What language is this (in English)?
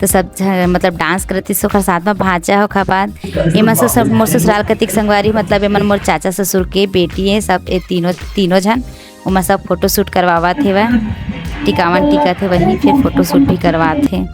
Chhattisgarhi